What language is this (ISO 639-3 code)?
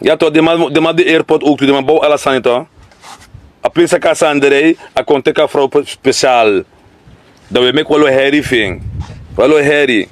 srn